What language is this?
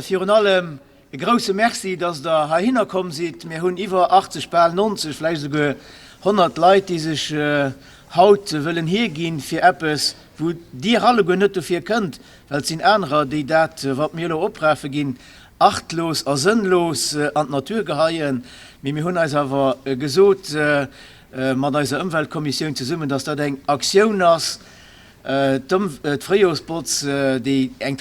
Luxembourgish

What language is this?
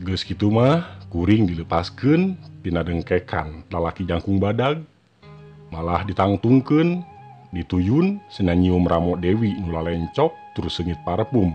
Sundanese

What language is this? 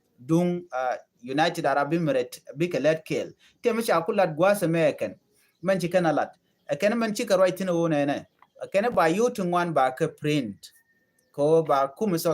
Nuer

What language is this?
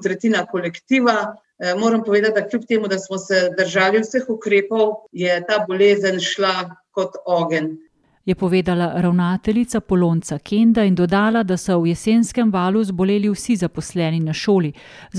Slovenian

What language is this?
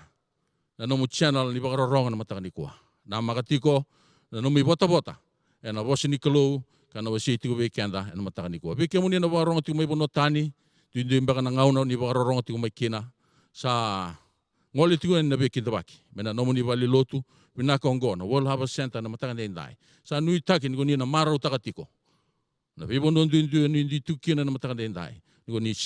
Fijian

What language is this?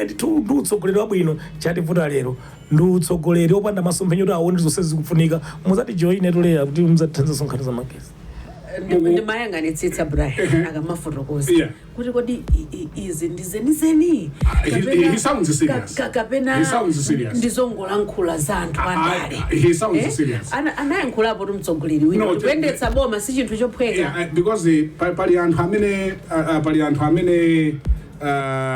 Nyanja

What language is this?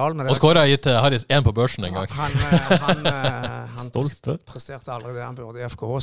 Norwegian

